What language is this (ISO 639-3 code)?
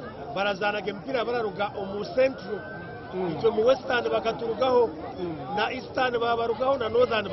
nyn